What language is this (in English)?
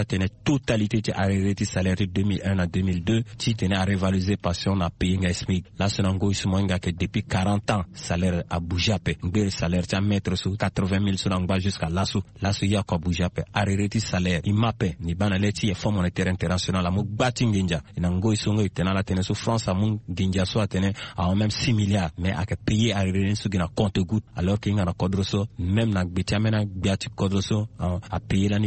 Sango